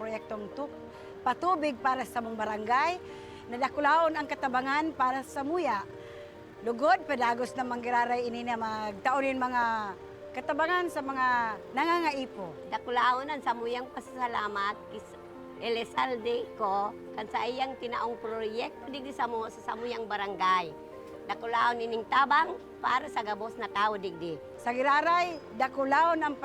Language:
Bikol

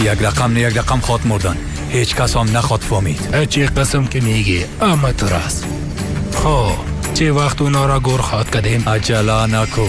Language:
Persian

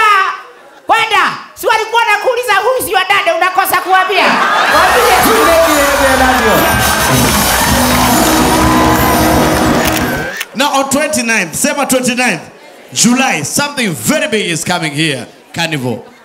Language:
Swahili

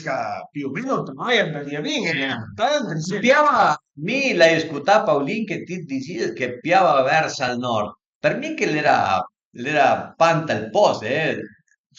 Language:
Piedmontese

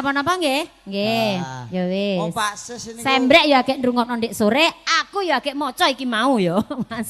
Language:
Javanese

